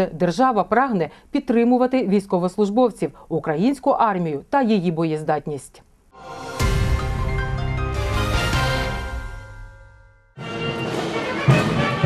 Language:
Ukrainian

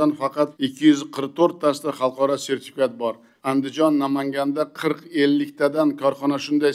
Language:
Uzbek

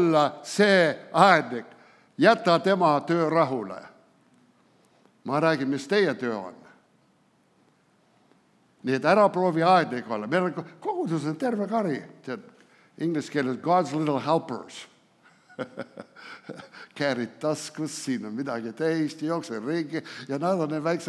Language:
Estonian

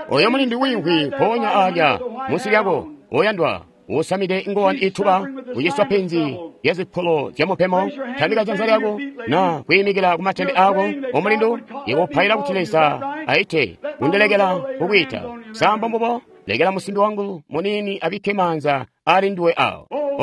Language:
Tonga (Zambia)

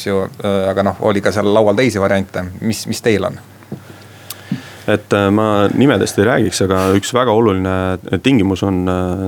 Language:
Estonian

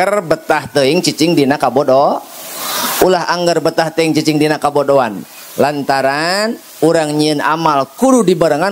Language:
Sundanese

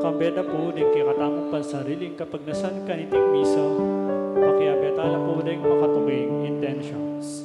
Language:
Pampanga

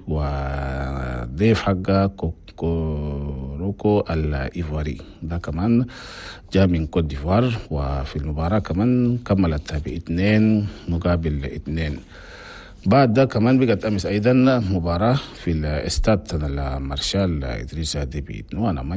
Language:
Chadian Arabic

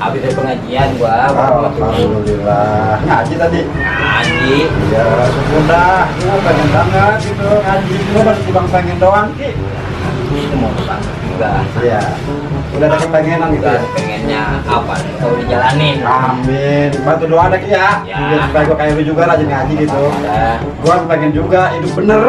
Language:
Betawi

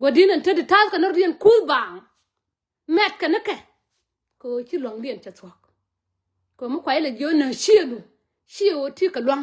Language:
Nuer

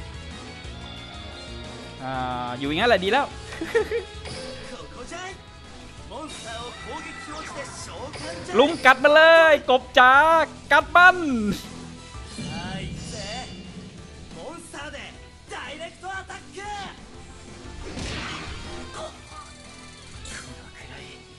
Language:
Thai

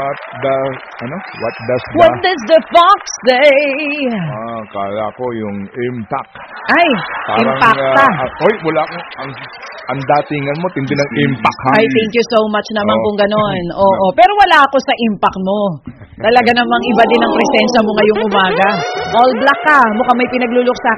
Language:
Filipino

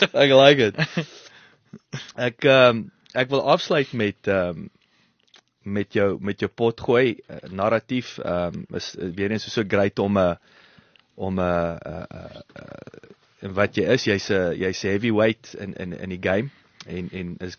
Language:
Afrikaans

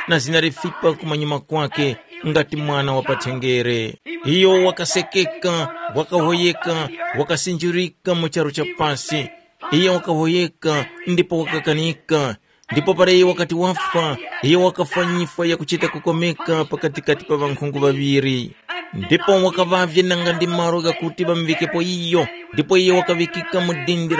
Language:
Tumbuka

